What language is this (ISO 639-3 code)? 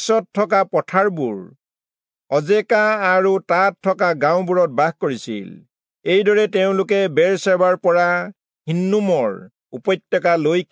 asm